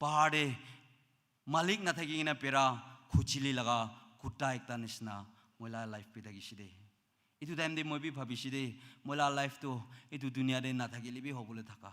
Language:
Naga Pidgin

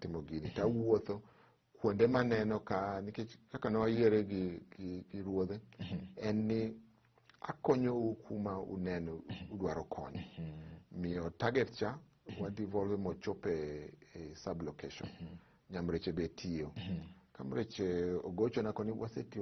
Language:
Luo (Kenya and Tanzania)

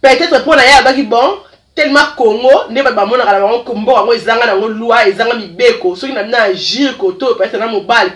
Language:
Lingala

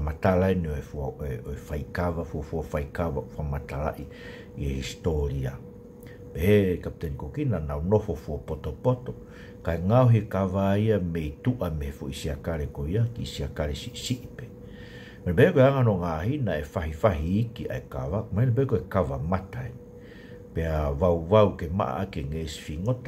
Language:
Tongan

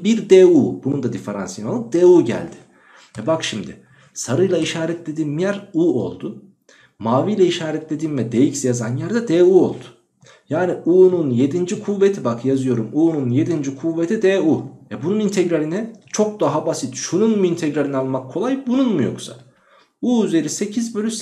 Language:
Turkish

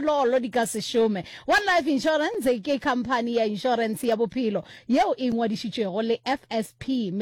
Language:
Northern Sotho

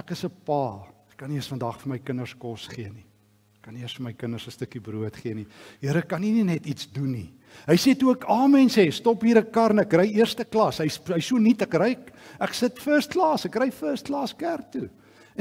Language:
Afrikaans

